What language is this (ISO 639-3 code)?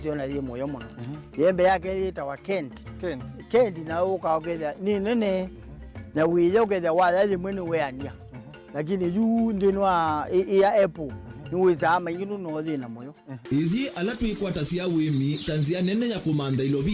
kam